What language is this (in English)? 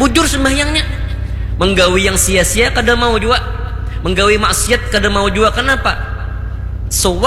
Banjar